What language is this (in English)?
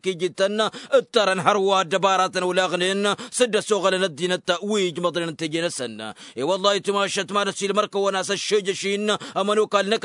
Tamasheq